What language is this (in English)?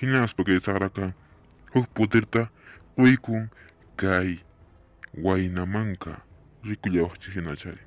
Quechua